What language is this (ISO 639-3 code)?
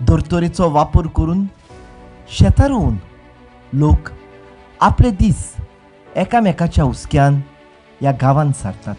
kok